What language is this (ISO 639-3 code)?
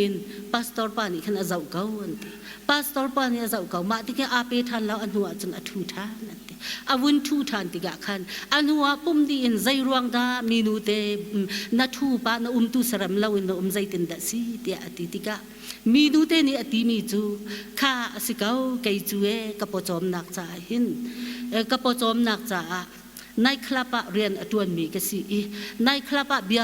cnh